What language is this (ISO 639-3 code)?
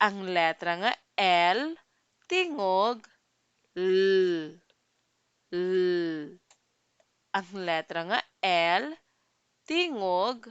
ceb